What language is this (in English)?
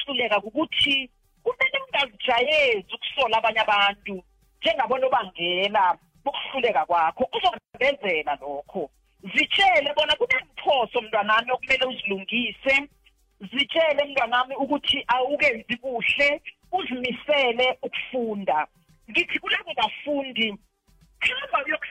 South Ndebele